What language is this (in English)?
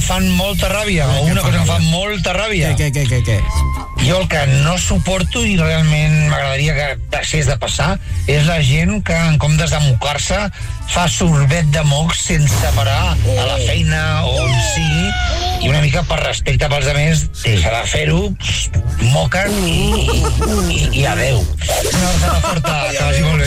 Catalan